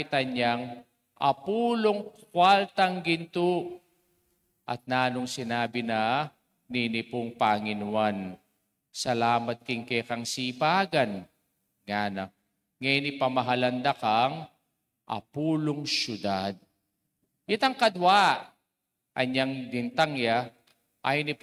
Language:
Pampanga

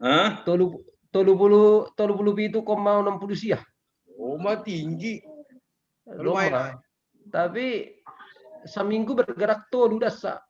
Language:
Batak Simalungun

